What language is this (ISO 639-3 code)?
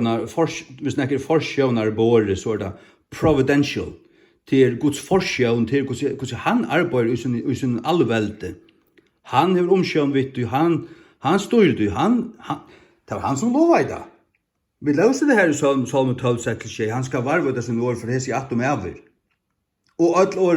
fao